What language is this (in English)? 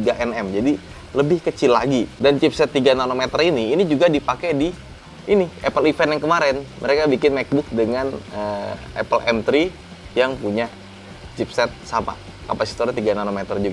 Indonesian